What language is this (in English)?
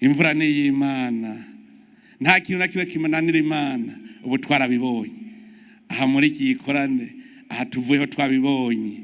Rundi